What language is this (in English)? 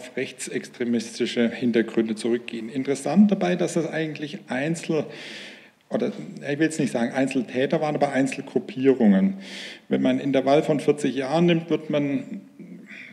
German